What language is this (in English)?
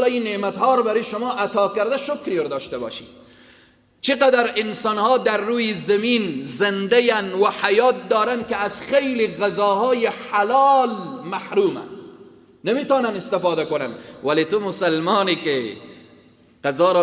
Persian